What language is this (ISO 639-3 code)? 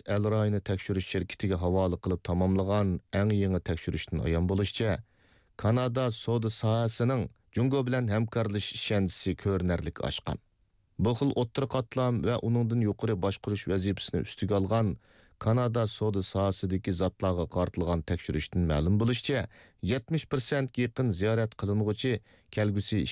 uig